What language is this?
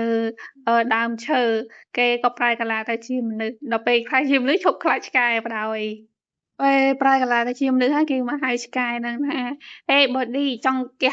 Khmer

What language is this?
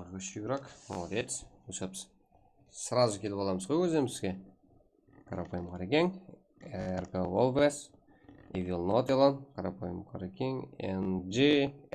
Kara-Kalpak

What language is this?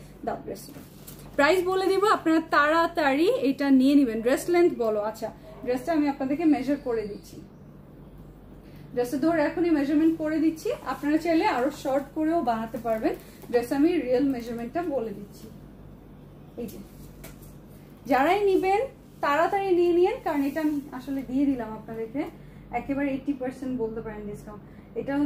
Bangla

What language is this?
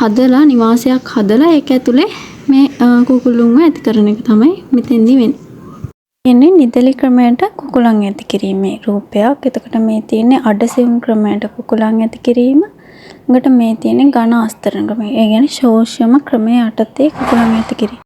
Sinhala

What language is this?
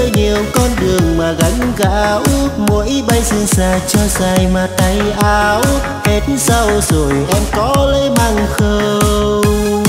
Vietnamese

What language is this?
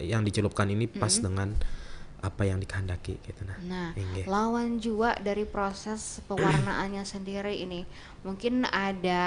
Banjar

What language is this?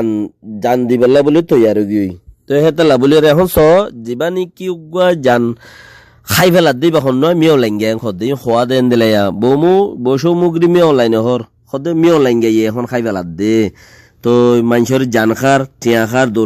Rohingya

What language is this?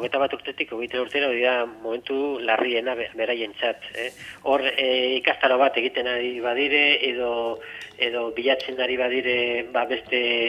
Basque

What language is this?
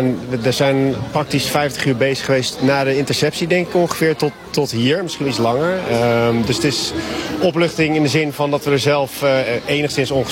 Dutch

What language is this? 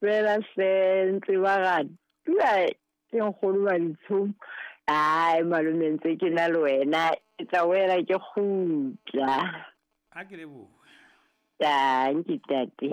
Southern Sotho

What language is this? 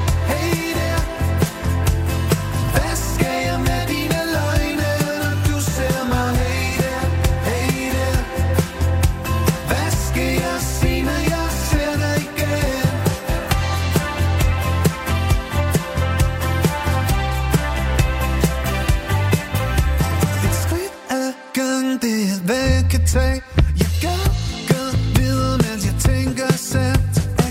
Danish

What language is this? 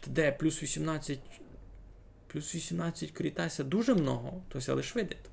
Rusyn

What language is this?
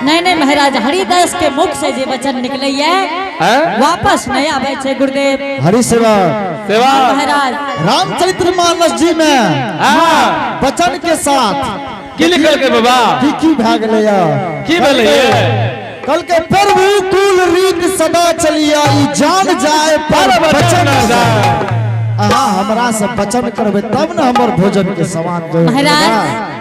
Angika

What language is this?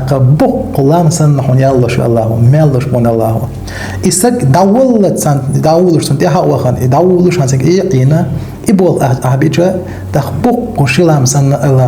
Chechen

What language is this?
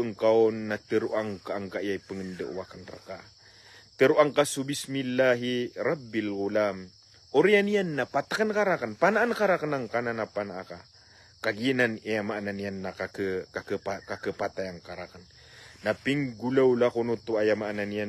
Maranao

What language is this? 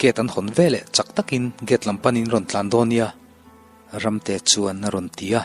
Mizo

